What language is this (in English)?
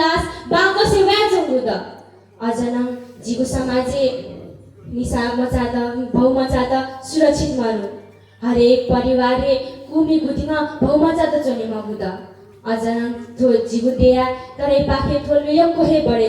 Newari